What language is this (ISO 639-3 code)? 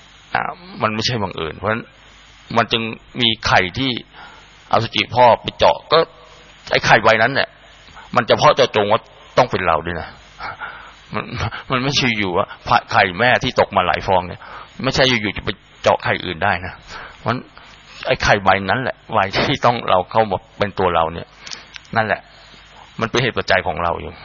tha